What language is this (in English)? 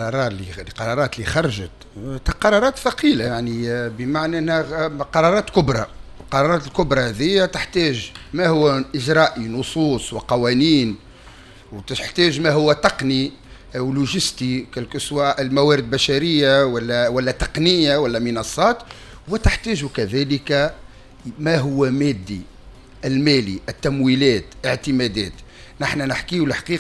Tunisian Arabic